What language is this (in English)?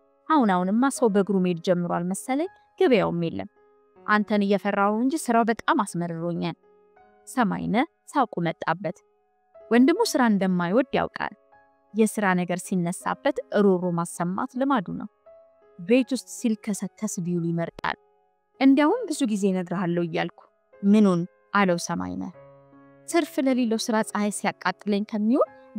Amharic